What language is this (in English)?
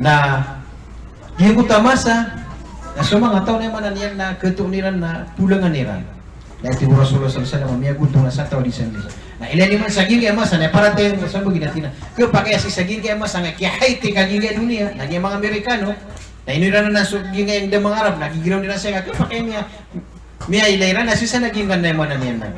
Maranao